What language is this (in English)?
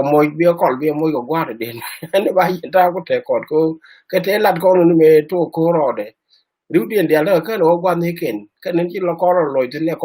Nuer